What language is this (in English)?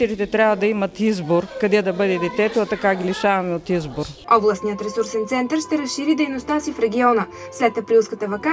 Bulgarian